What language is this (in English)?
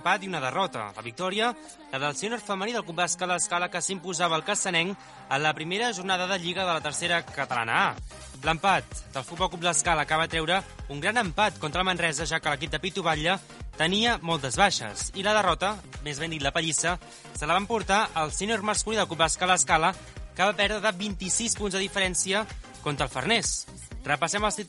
Catalan